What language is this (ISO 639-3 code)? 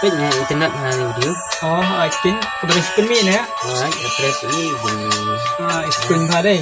kha